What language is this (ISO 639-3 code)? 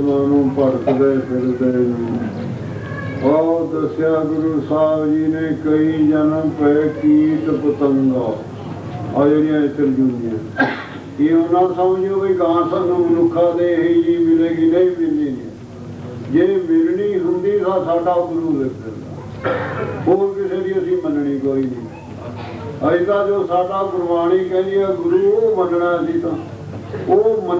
pan